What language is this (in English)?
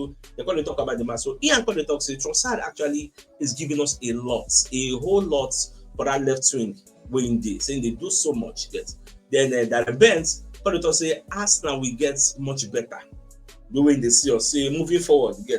Nigerian Pidgin